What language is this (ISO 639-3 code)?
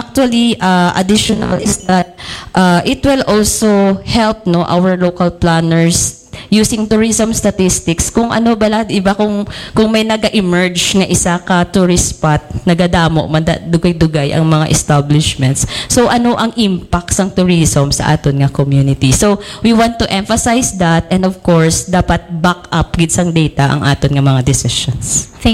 hil